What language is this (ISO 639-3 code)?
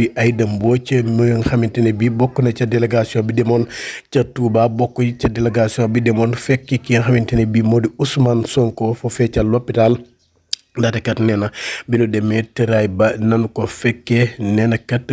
wol